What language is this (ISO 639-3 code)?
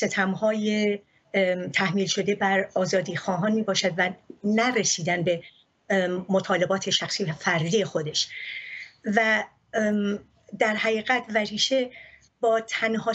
fas